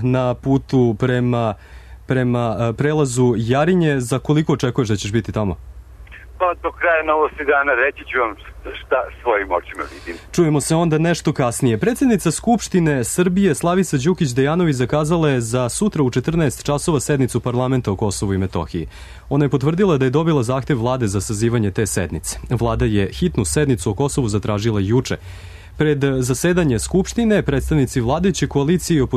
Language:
Serbian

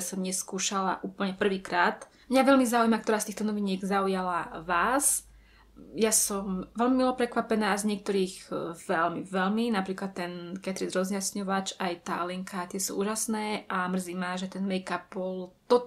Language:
Slovak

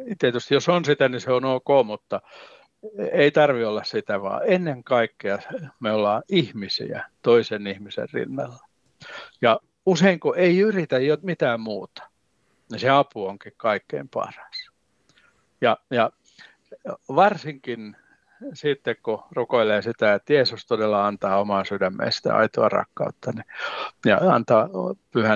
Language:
Finnish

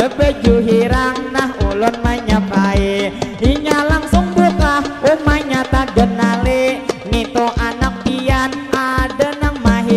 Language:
Banjar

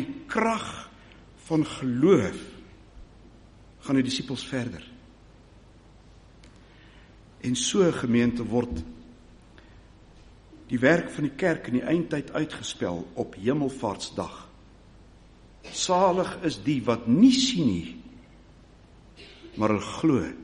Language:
Afrikaans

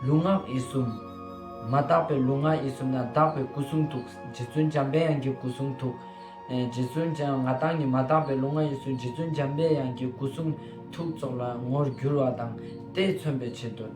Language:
Ladakhi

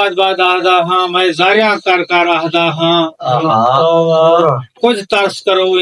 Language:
Saraiki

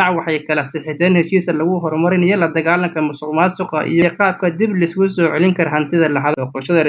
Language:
Somali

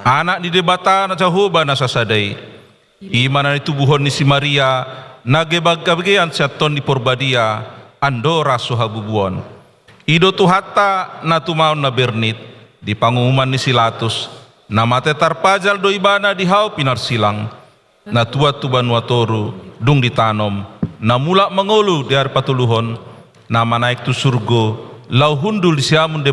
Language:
Batak Toba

